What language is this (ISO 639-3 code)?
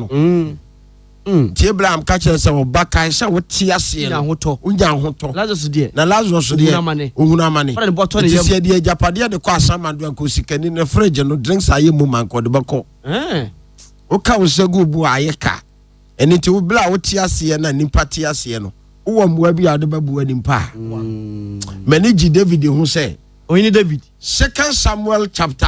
aka